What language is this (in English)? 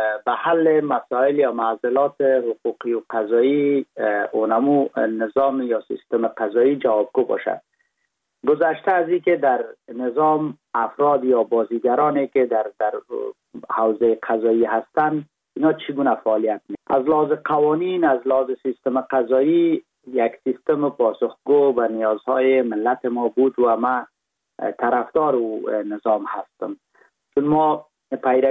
Persian